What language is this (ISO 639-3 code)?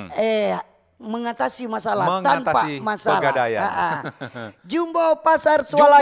xmm